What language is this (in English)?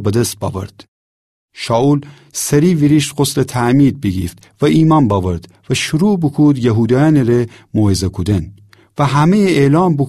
Gilaki